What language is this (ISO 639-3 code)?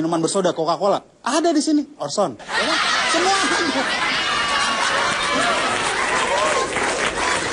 ind